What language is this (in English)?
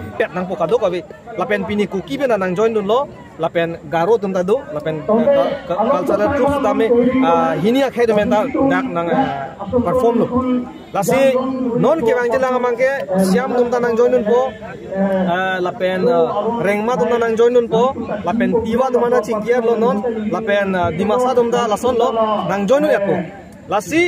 Karbi